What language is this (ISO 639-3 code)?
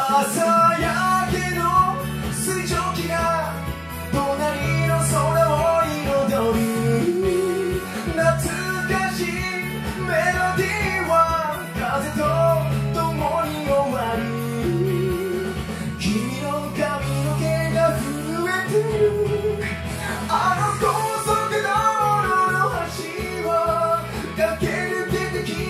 jpn